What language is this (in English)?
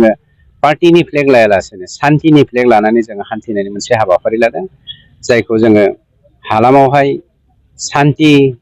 Bodo